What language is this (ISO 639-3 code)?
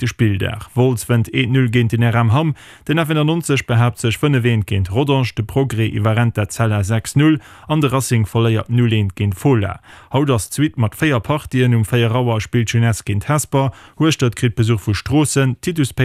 ltz